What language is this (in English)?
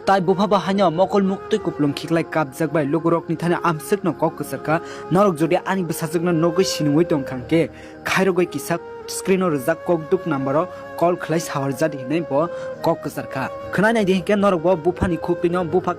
Kok Borok